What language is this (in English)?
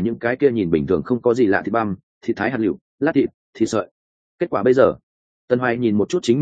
Vietnamese